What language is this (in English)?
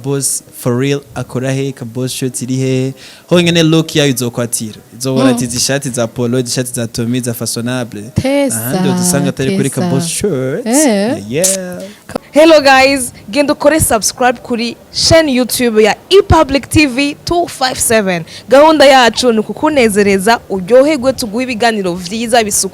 Rundi